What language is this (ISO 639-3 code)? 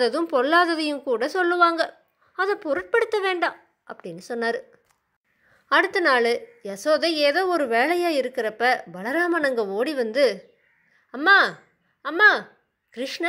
tam